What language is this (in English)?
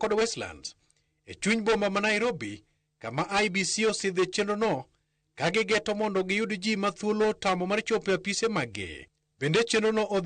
Luo (Kenya and Tanzania)